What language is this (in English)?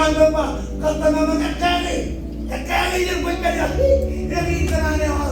Marshallese